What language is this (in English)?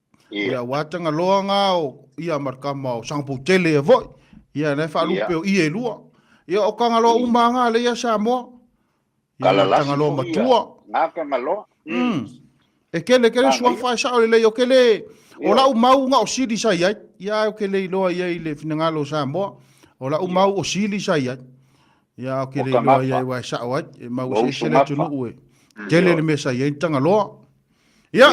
Samoan